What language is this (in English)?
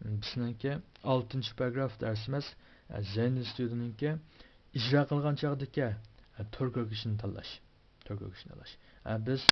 Uyghur